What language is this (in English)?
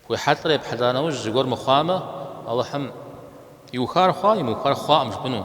Kabardian